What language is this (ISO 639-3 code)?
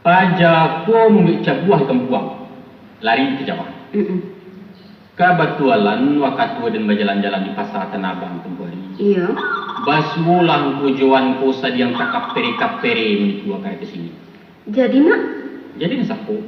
min